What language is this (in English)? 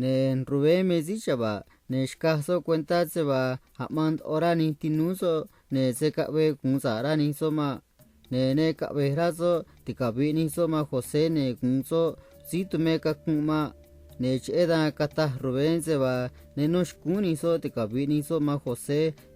Copala Triqui